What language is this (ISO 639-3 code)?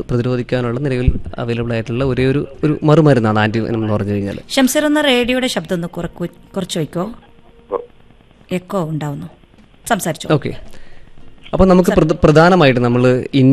mal